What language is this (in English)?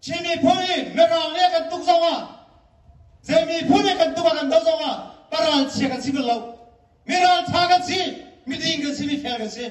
Hakha Chin